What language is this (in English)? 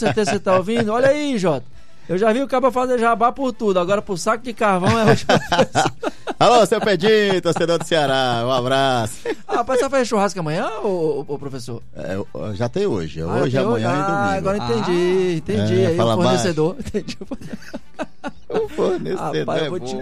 Portuguese